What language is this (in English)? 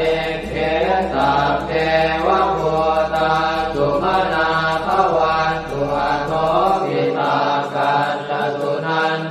Pali